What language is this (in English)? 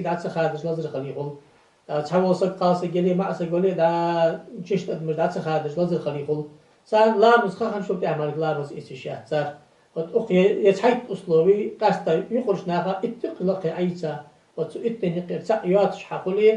Ingush